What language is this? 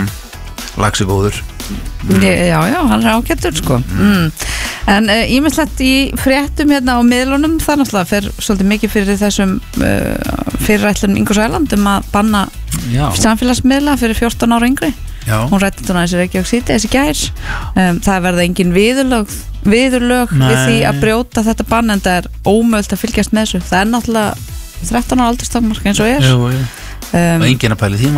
Icelandic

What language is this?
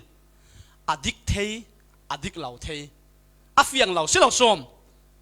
Falam Chin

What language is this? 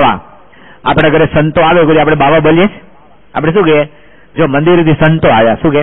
Gujarati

